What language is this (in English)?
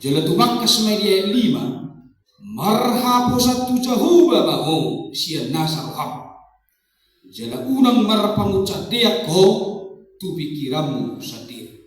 Batak Toba